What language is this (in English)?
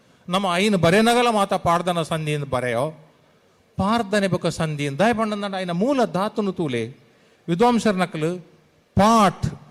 Tulu